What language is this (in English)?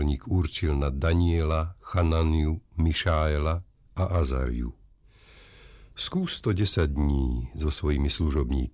Slovak